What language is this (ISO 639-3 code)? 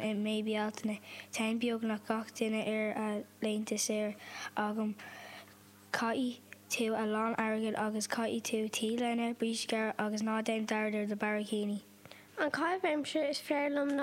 gle